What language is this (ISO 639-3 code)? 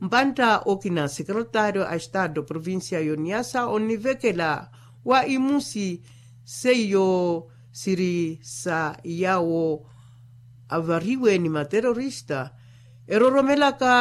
vmw